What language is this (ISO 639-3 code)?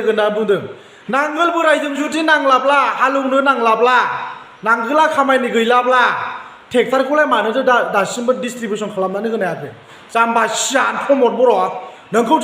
brx